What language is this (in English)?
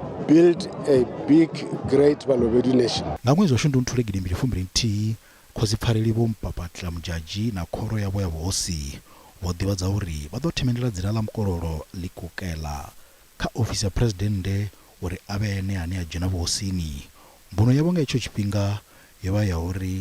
Venda